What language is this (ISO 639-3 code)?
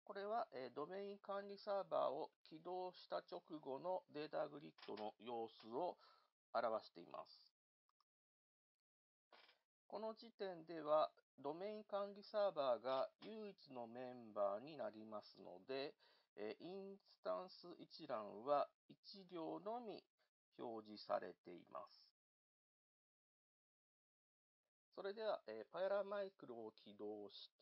jpn